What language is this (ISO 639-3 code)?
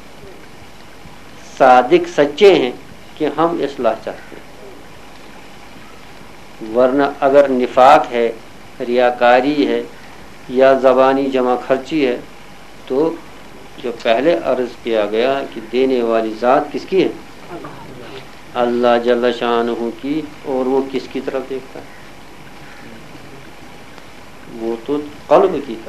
urd